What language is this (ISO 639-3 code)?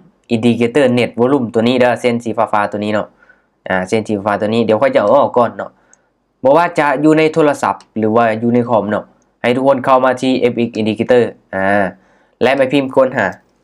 lao